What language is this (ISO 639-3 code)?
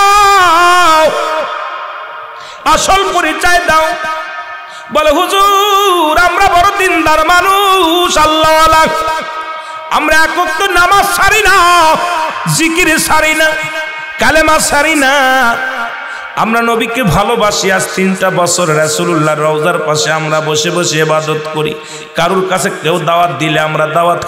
ben